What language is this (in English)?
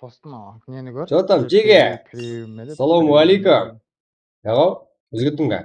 Kara-Kalpak